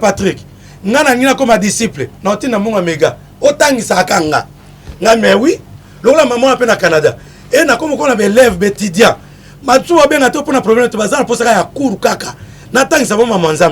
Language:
Lingala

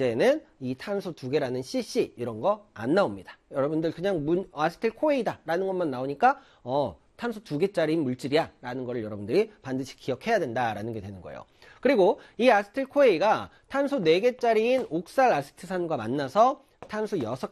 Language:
Korean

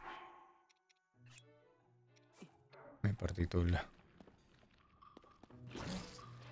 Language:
Italian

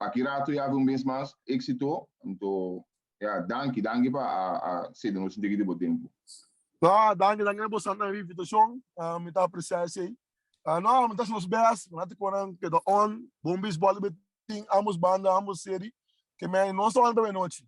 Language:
Papiamento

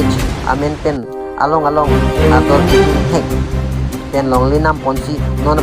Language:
Karbi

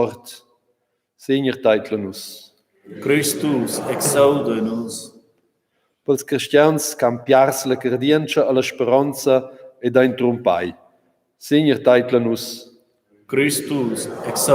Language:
Romansh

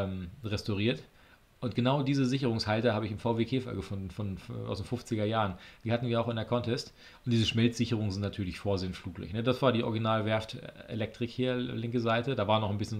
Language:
German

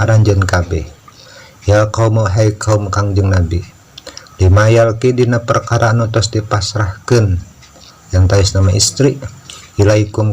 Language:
Sundanese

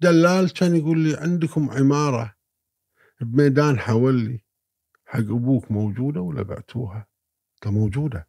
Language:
Gulf Arabic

